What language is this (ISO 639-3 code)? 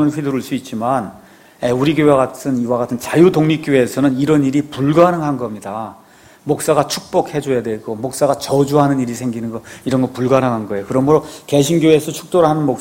kor